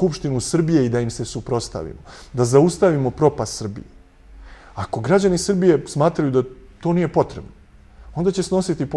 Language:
Serbian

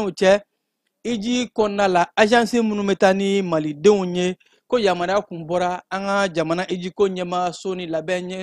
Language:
Bambara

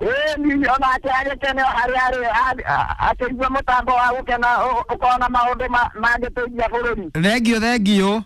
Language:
Kikuyu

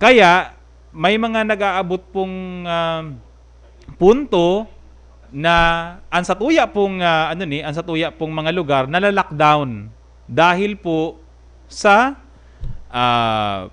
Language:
Bikol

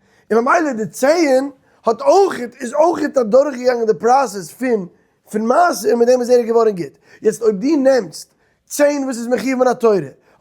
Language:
Yiddish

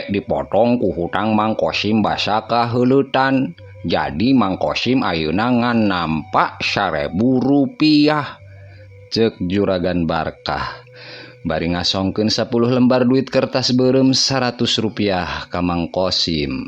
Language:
Sundanese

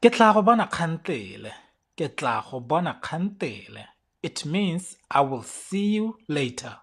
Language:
Tswana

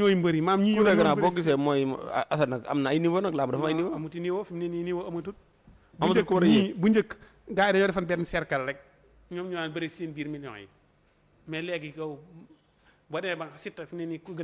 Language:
Wolof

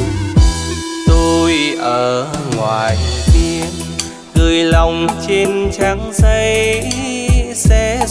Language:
Vietnamese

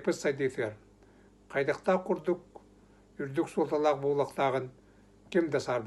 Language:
Yakut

